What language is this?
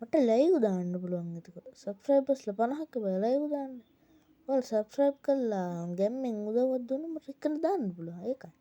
Sinhala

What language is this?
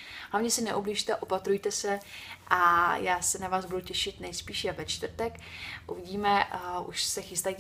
Czech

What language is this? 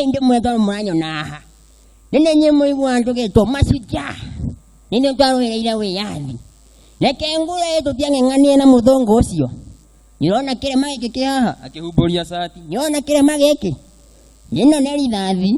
Kikuyu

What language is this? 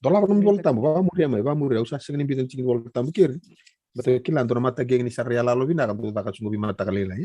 Fijian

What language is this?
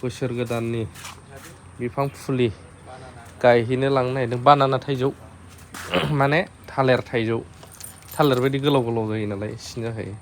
Bodo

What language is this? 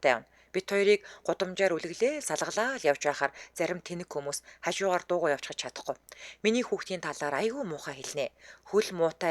Mongolian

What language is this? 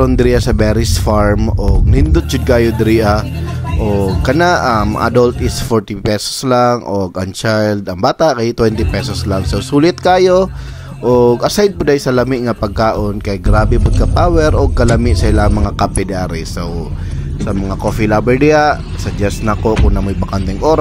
Cebuano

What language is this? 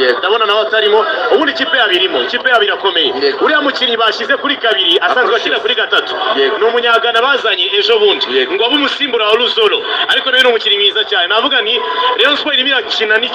Kinyarwanda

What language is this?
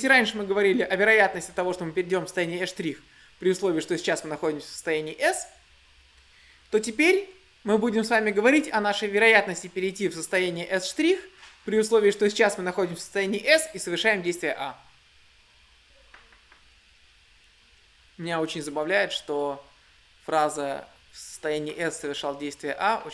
Russian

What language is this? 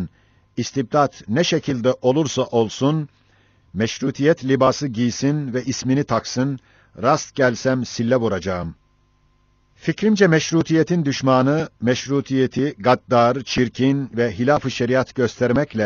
Turkish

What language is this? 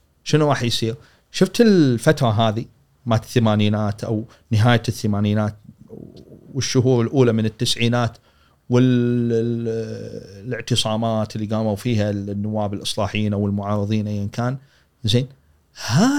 Gulf Arabic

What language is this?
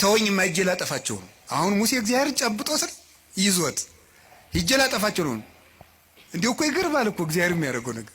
Amharic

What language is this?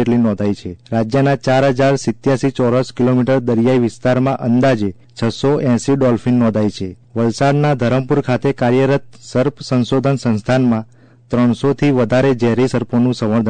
Gujarati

